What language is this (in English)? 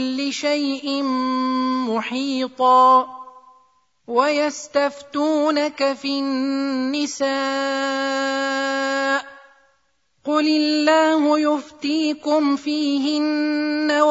Arabic